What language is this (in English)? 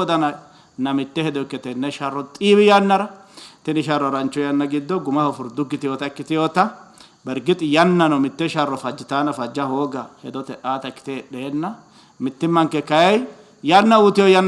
Sidamo